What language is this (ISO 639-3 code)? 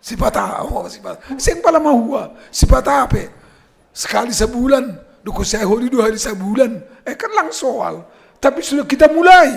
bts